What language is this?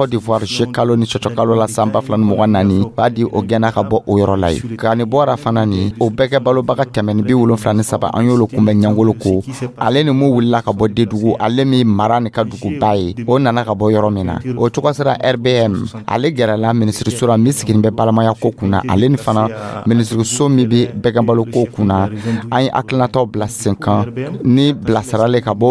Dyula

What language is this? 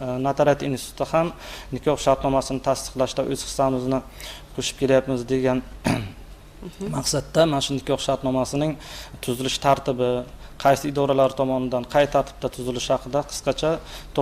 Uzbek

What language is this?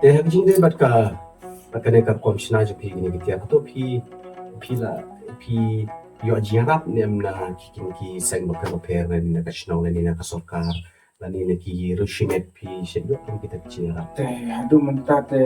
Khasi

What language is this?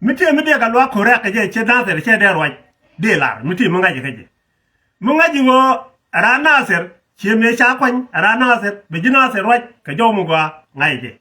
Nuer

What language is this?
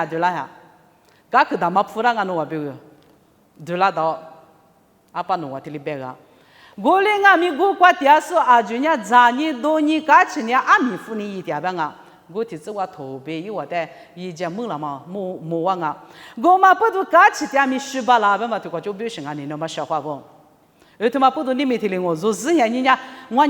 Lisu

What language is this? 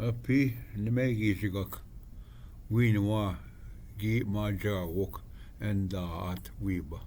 Ojibwa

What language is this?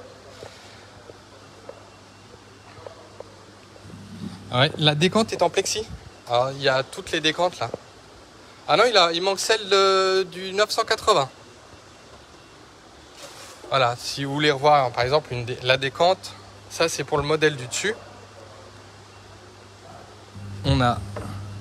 French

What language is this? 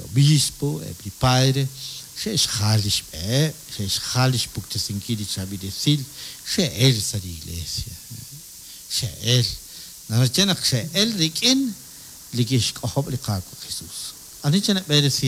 Kekchí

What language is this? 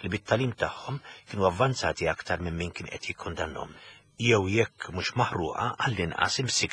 Maltese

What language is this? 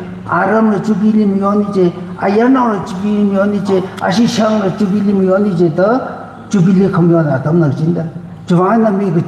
Tangkhul Naga (India)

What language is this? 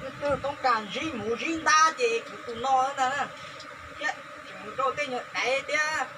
Hmong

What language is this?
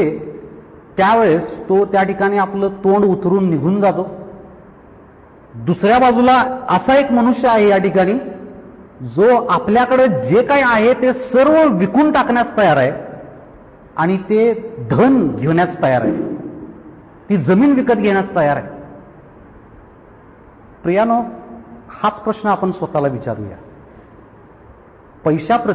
Marathi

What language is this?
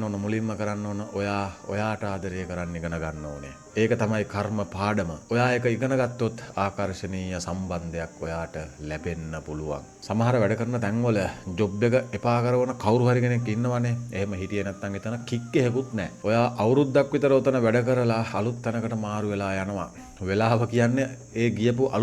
Sinhala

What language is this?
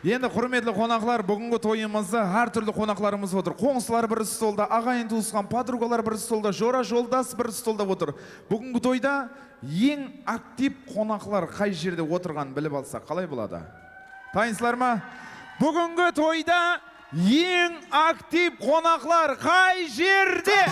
Kara-Kalpak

